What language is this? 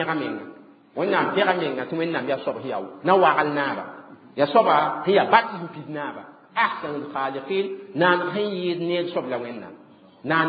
Mossi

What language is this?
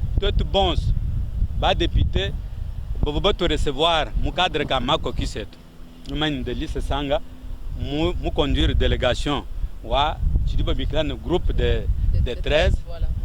Luba-Lulua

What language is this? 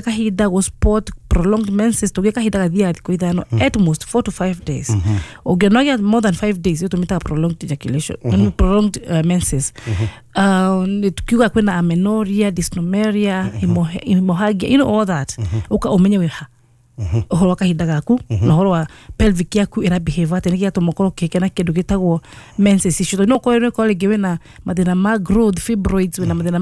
Kikuyu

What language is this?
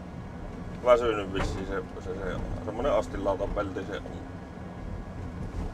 Finnish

